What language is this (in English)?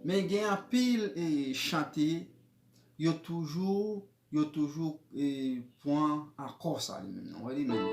Haitian Creole